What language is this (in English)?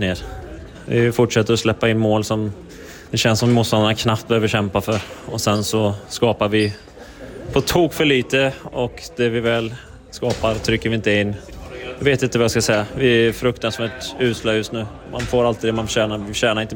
Swedish